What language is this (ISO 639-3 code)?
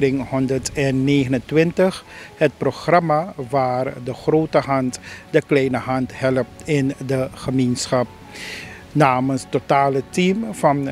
nld